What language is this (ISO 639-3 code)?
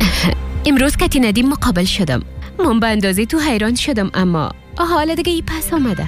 fas